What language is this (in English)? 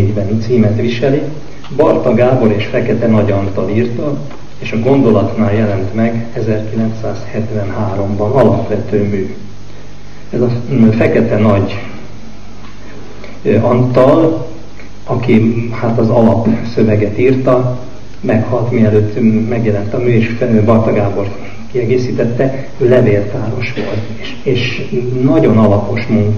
Hungarian